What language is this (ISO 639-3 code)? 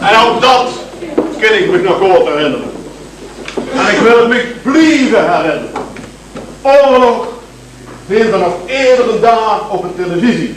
lim